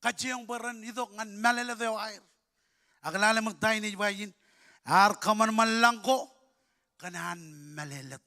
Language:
Marshallese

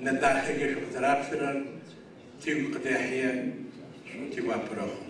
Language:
Adyghe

